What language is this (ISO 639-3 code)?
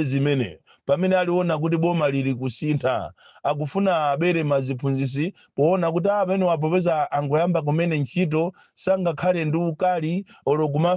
nya